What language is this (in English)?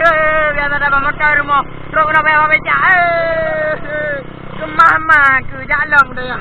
Achinese